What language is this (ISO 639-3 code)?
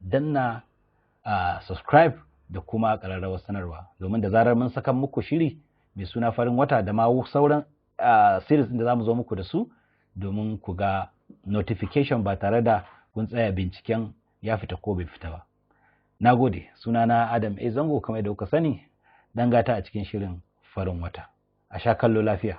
hau